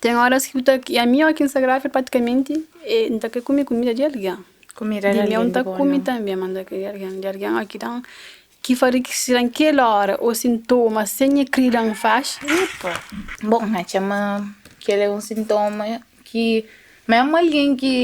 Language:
Kabuverdianu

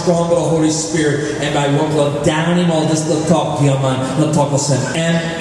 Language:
Tok Pisin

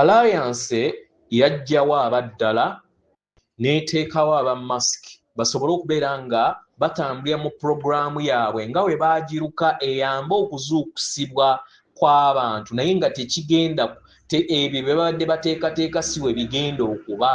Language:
Ganda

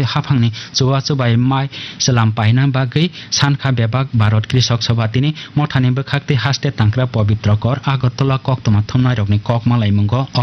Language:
Kok Borok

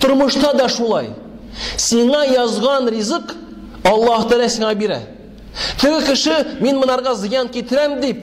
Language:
Tatar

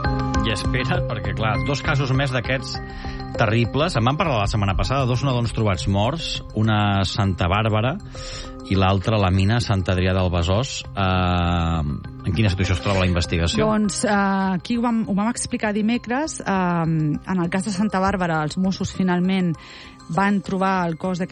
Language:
Catalan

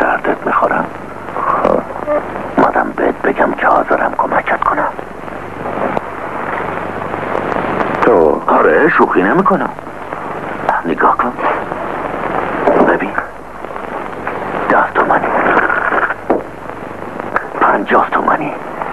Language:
Persian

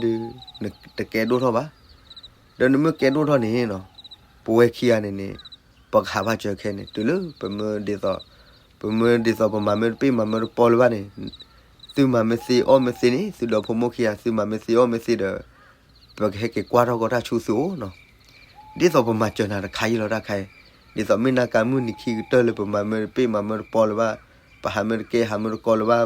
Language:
S'gaw Karen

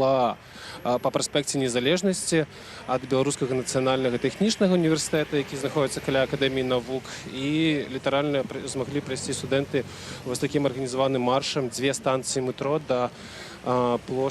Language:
Belarusian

